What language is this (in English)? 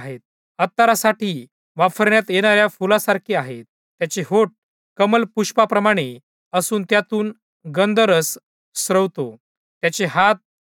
Marathi